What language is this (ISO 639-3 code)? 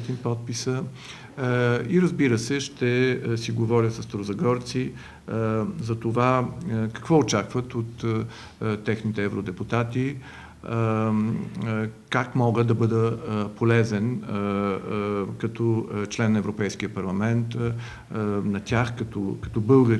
bul